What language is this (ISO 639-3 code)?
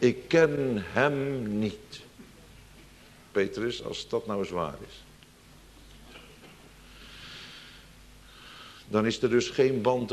nld